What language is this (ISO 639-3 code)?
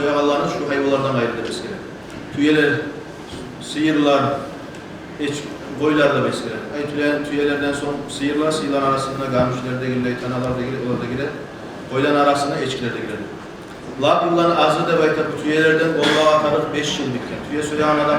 kum